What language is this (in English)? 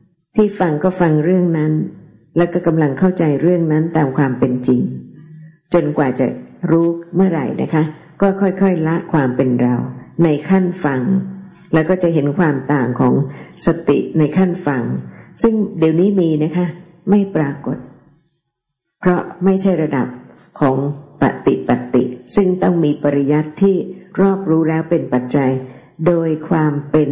Thai